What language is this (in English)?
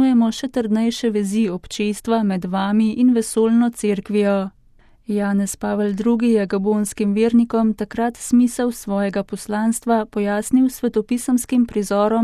Slovenian